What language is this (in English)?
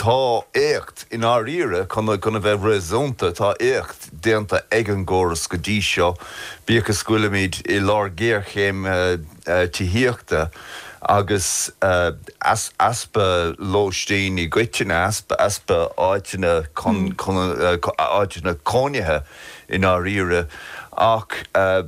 Irish